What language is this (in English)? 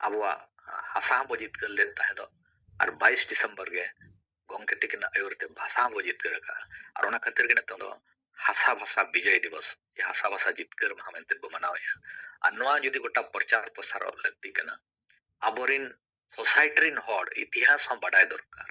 Santali